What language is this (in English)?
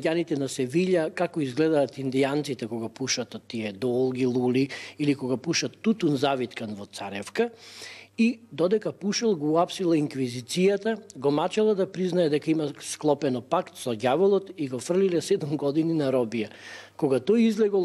Macedonian